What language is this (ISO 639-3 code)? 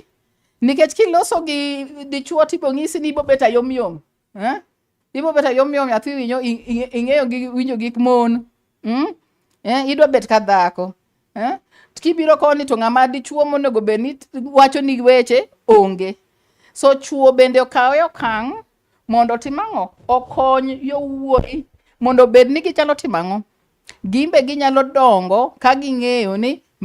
luo